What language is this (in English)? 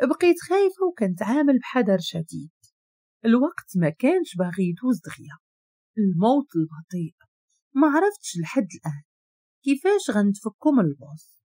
Moroccan Arabic